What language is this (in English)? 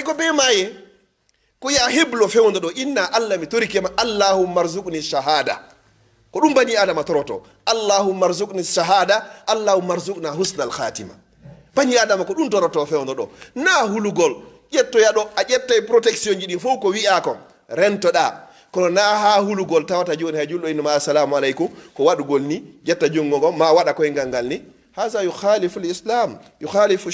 Pular